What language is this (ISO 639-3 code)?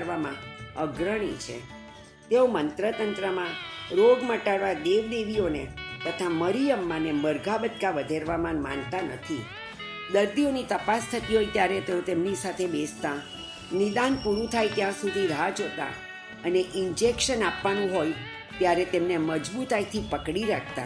guj